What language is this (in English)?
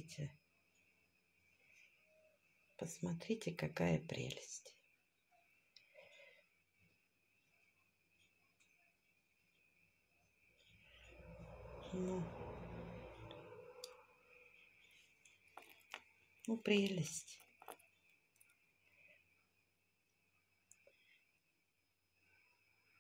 Russian